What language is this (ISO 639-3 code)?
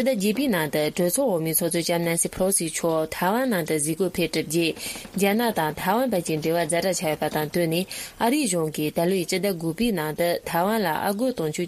bod